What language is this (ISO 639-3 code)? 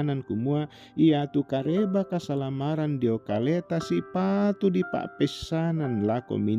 sda